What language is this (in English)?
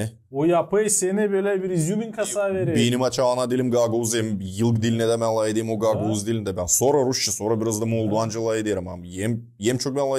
Gagauz